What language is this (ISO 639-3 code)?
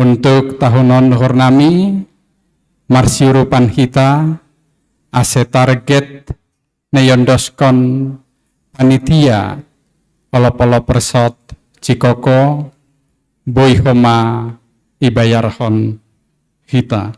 bts